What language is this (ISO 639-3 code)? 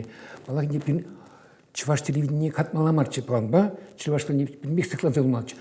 chv